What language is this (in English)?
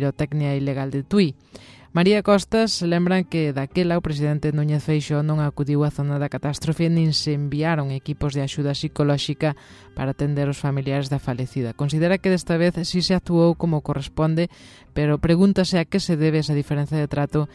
Galician